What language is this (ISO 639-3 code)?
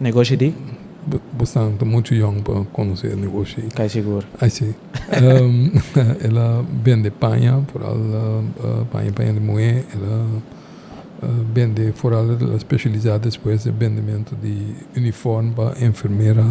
pap